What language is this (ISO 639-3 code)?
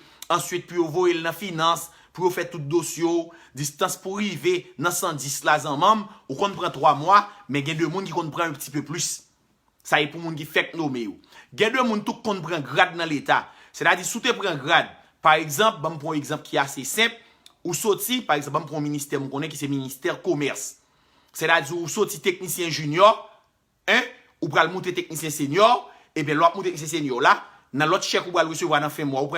hat